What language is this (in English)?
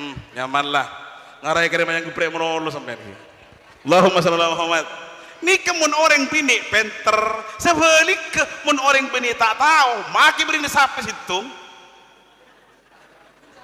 Madurese